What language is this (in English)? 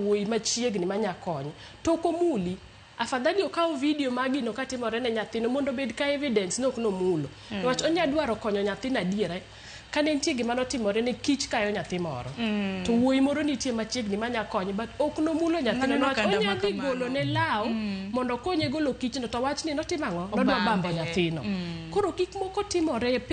Luo (Kenya and Tanzania)